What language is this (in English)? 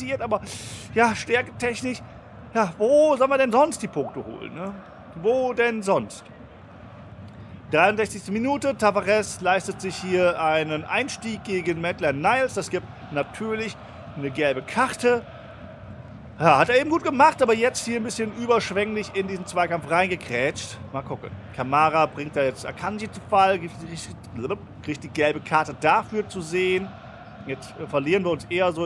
German